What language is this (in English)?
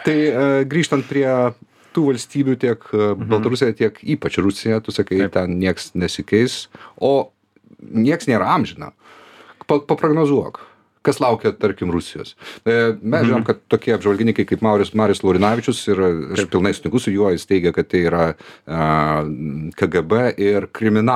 Lithuanian